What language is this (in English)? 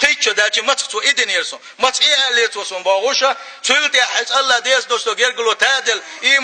Chechen